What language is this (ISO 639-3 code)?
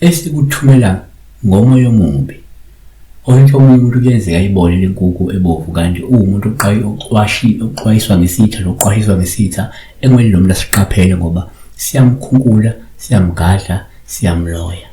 zul